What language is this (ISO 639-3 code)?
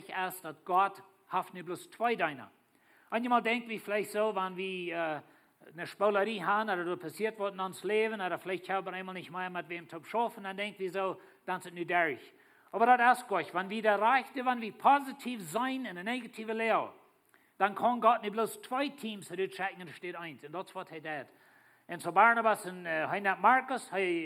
pdt